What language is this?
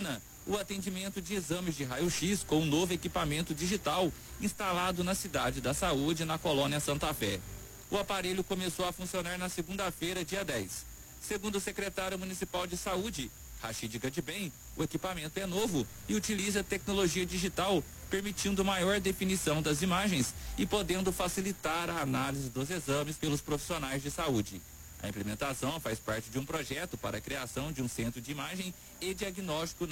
Portuguese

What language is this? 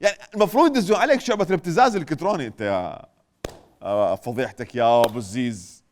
Mesopotamian Arabic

